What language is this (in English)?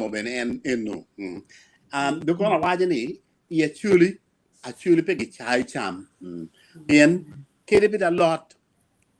Acoli